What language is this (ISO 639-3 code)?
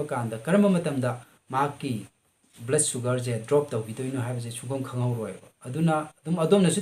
mni